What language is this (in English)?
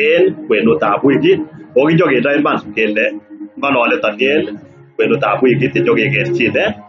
Kalenjin